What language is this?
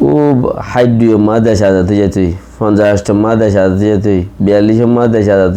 Rohingya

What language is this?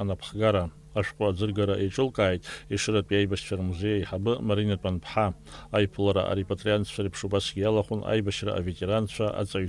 Abkhazian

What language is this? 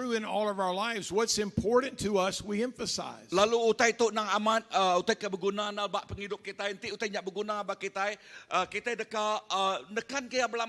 Iban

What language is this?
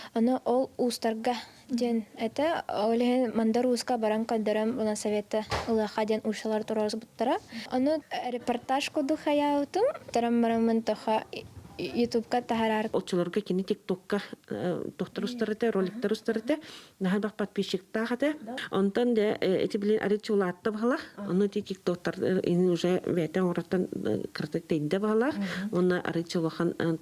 Yakut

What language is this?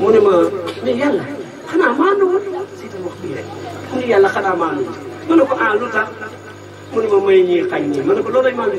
Wolof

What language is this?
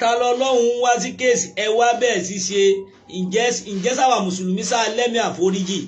Yoruba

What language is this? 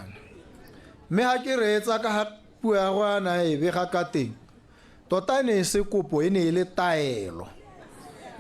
Tswana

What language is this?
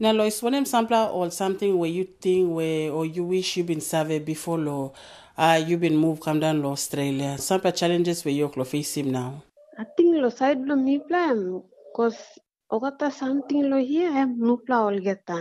Tok Pisin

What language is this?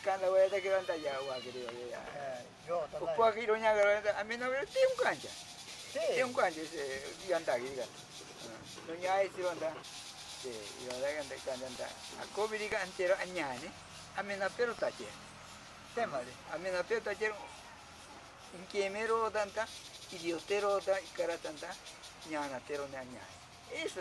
Ashéninka Perené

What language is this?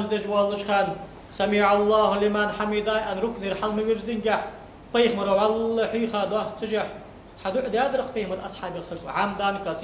Ingush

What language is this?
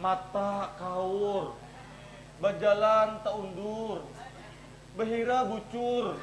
Banjar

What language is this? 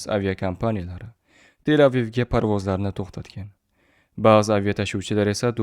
Uzbek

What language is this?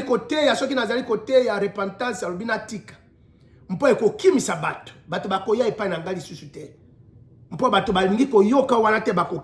Lingala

